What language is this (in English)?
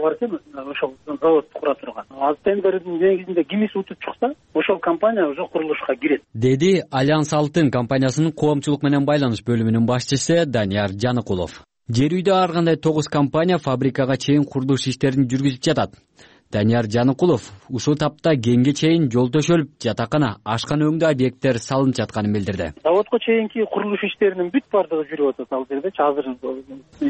Kyrgyz